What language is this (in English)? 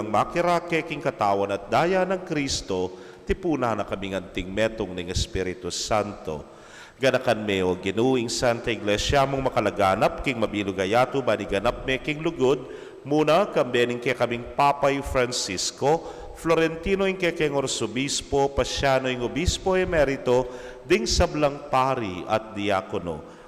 Pampanga